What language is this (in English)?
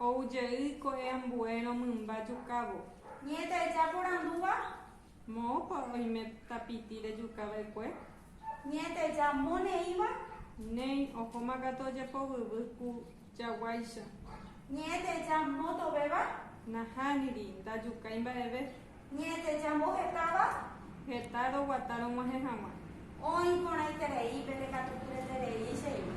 Guarani